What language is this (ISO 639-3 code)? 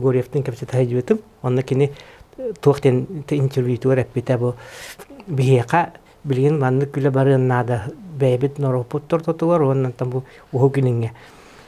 sah